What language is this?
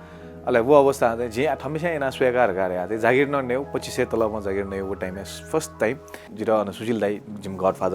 Newari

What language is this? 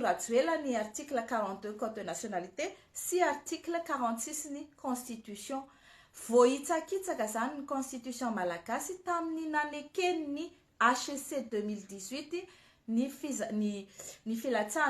Malagasy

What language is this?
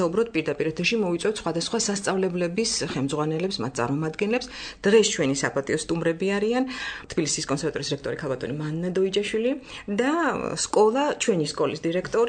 Georgian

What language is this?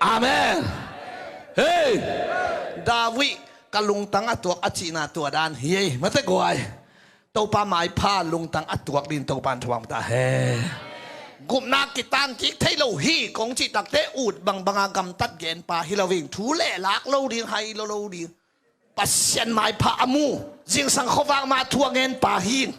Tedim Chin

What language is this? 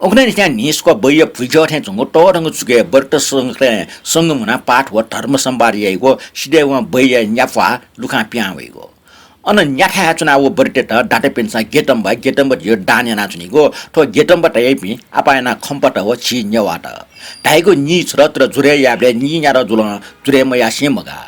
Newari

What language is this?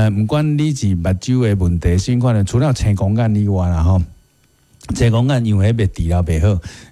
Min Nan Chinese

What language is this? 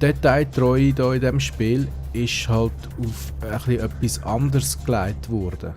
Swiss German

